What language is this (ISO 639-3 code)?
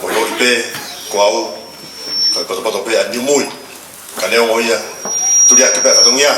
ton